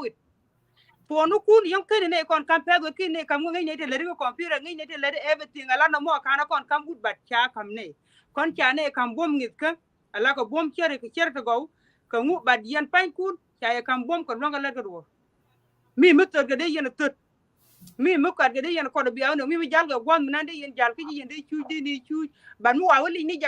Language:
Nuer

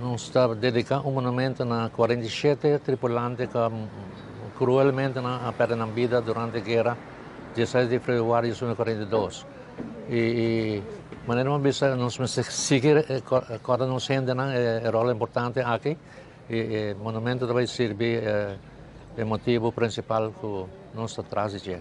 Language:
Papiamento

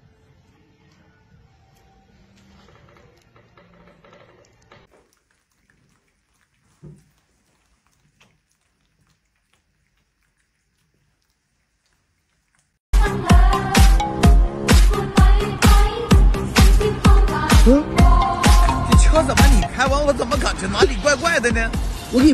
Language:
Chinese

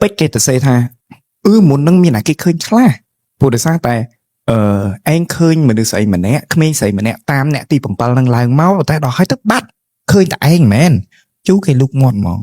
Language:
Khmer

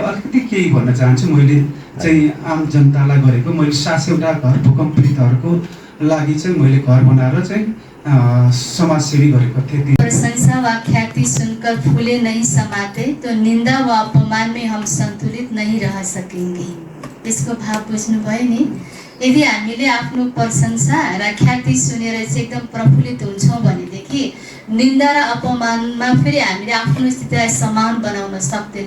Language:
Nepali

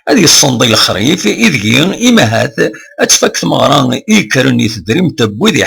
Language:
Kabyle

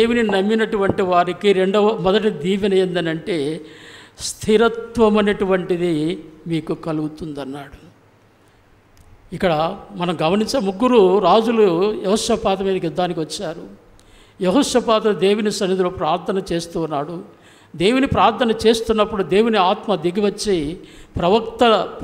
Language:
Telugu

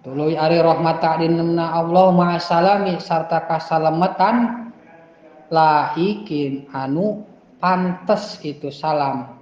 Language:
Sundanese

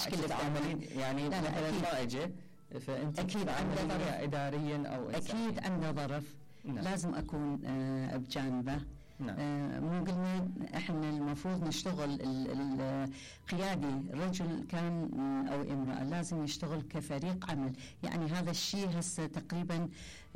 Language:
Mesopotamian Arabic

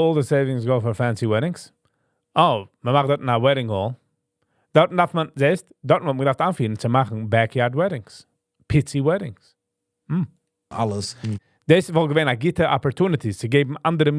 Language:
Yiddish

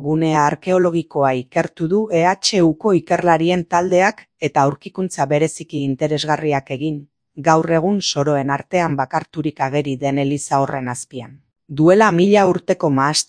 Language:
Basque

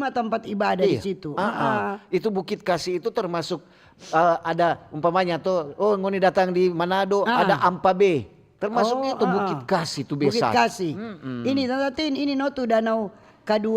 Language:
Manado Malay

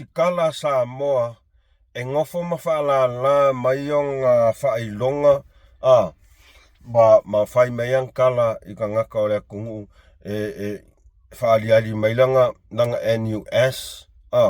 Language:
Samoan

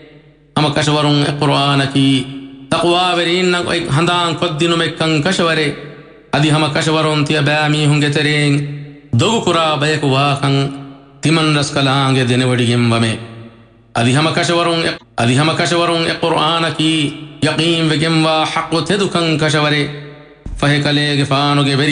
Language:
Divehi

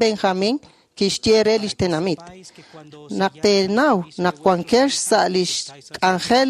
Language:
Kekchí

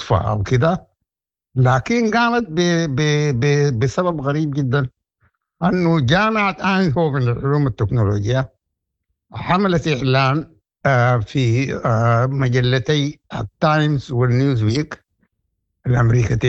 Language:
Sudanese Arabic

